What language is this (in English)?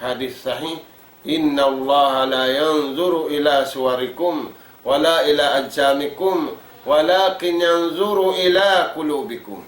Tausug